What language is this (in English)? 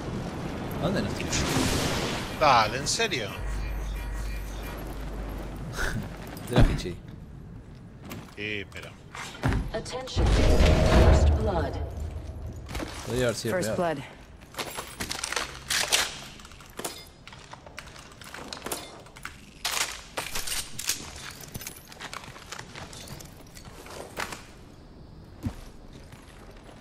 Spanish